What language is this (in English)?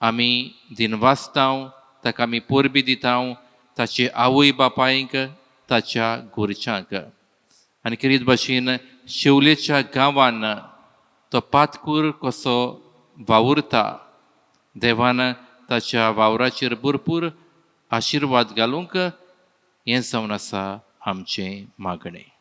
Konkani